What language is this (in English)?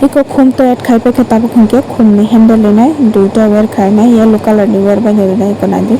Kok Borok